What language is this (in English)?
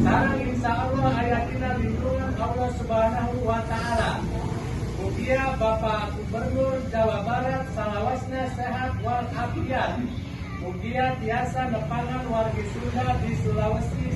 Sundanese